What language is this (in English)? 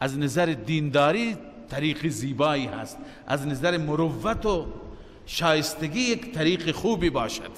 Persian